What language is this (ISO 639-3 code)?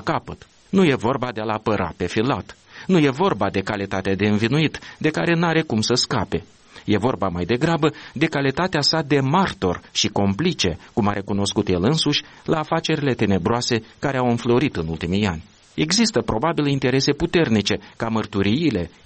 ron